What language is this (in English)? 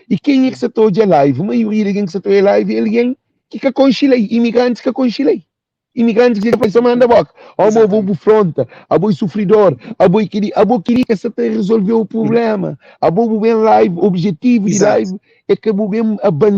Kabuverdianu